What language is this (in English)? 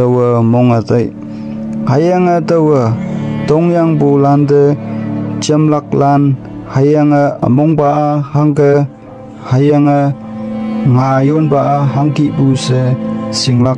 Konyak Naga